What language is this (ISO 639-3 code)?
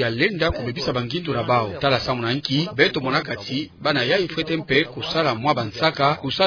ktu